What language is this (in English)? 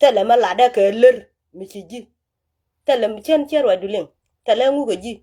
Nuer